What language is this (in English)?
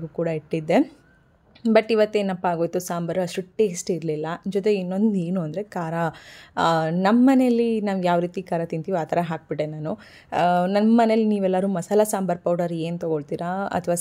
Kannada